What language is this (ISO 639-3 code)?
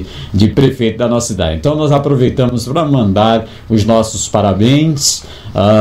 por